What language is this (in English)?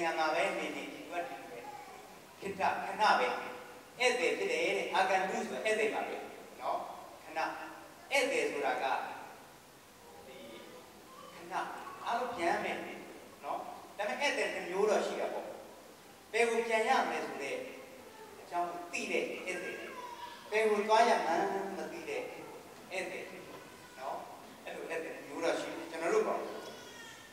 Burmese